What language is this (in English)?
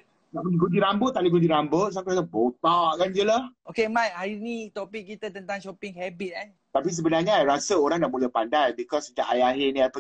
Malay